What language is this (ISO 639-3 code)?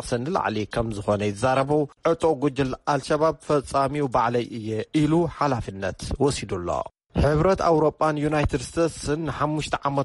tir